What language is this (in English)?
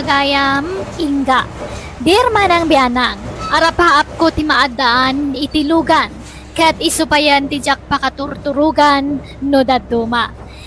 Iloko